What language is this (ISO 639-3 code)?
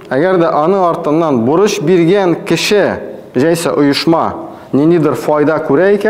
tat